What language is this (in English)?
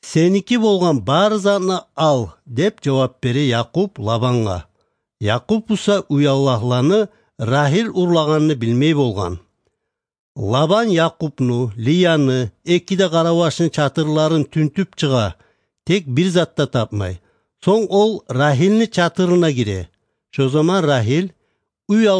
Kumyk